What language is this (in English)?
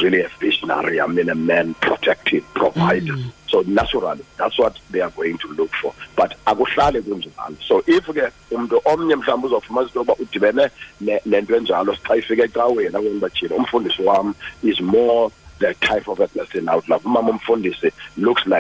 Xhosa